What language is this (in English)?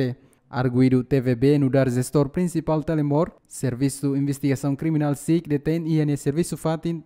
Tetum